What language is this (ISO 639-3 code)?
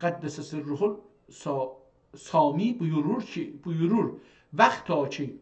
azb